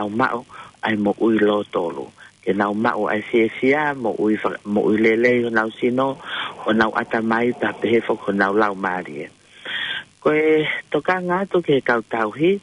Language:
Tongan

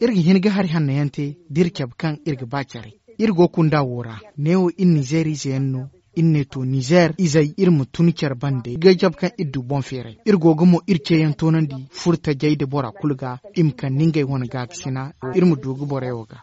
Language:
Zarma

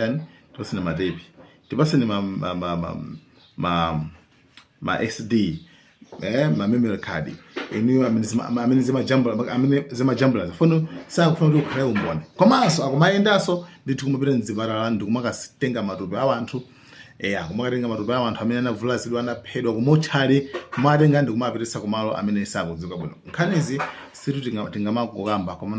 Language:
Nyanja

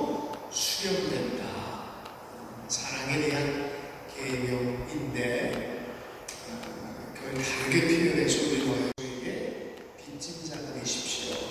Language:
Korean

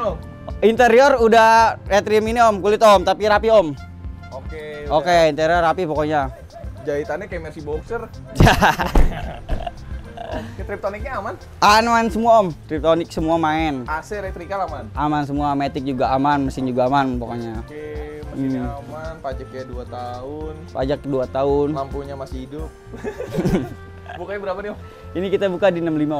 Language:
Indonesian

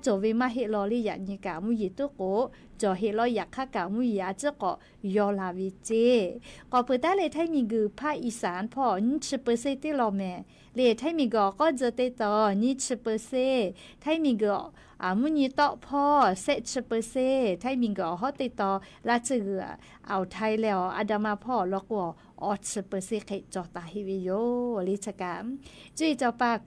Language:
Lahu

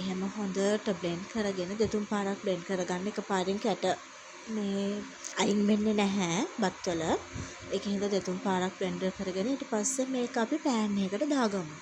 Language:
Sinhala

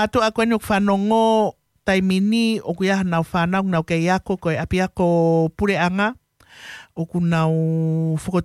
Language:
Tongan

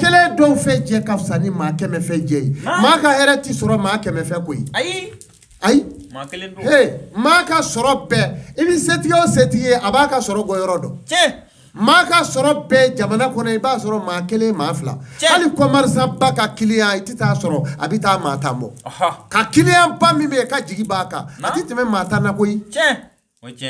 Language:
Bambara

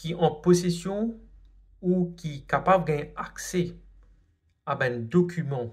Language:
Morisyen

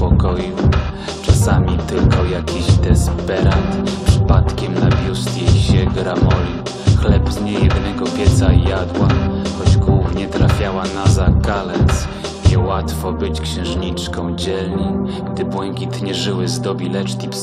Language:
Polish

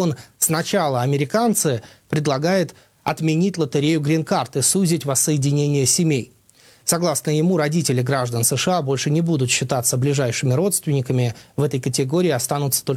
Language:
Russian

